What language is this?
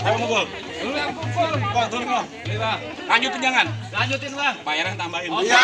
Betawi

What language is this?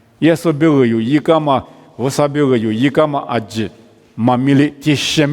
Lisu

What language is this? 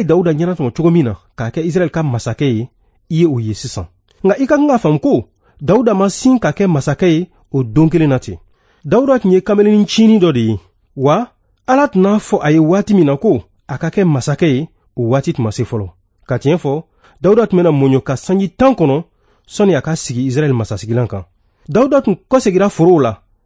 Bambara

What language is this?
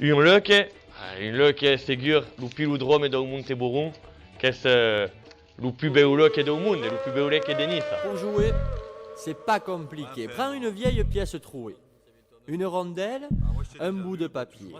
Occitan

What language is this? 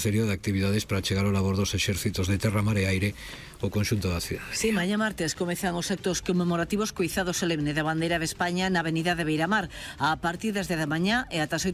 Galician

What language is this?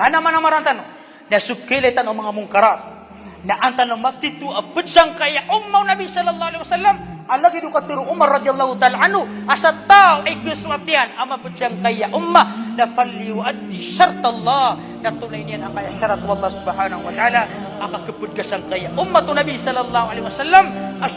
Maranao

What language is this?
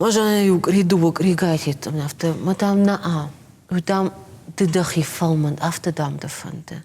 Ossetic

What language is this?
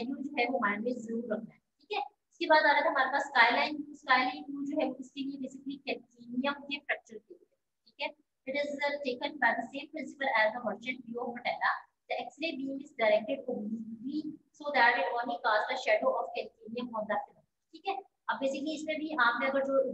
Hindi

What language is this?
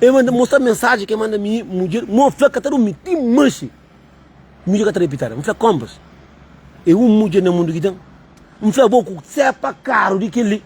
Kabuverdianu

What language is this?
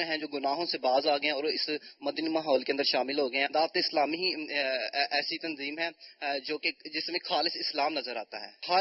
Urdu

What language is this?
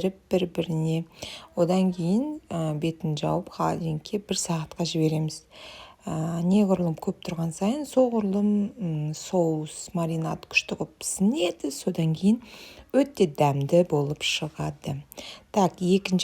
Kazakh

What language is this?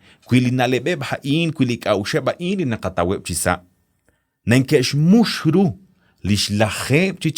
Kekchí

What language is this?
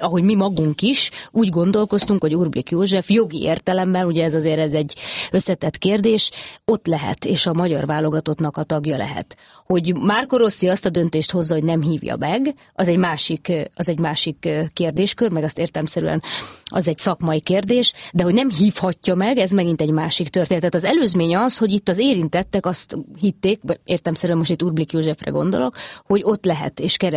Hungarian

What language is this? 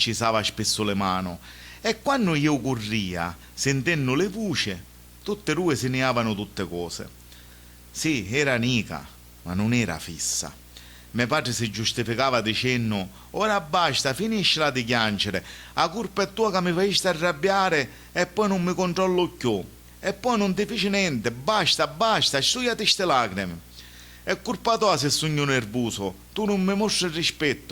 Sicilian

